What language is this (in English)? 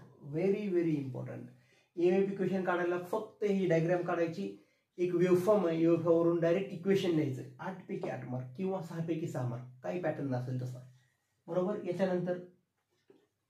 Marathi